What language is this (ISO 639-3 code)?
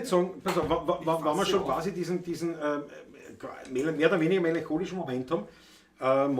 bar